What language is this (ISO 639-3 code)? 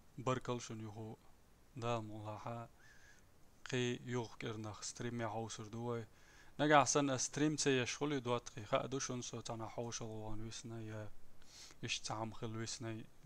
che